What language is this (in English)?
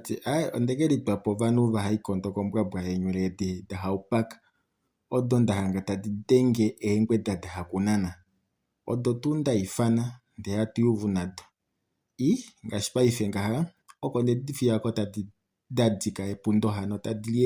Kuanyama